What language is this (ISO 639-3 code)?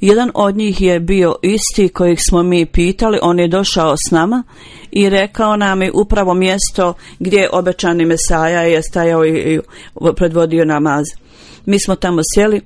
bos